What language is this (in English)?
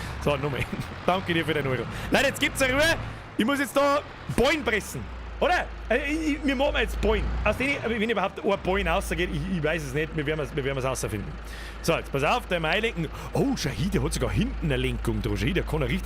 Bavarian